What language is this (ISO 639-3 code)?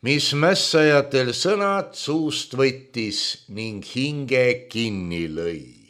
est